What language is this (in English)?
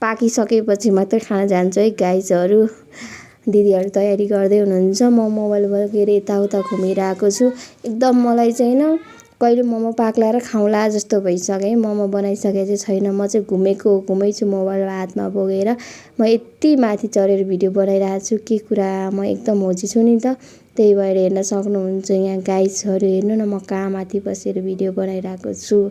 Nepali